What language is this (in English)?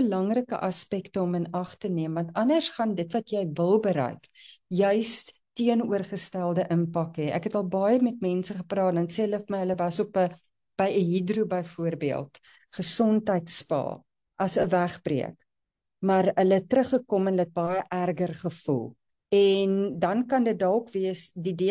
Afrikaans